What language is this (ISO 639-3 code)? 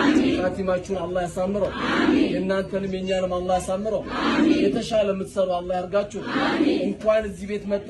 amh